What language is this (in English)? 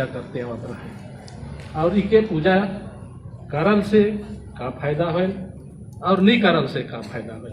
Sadri